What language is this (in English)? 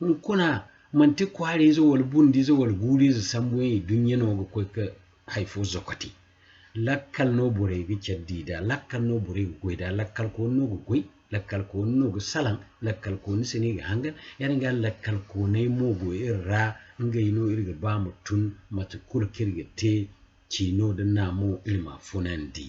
Zarma